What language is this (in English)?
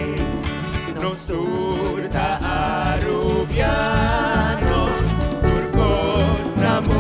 Papiamento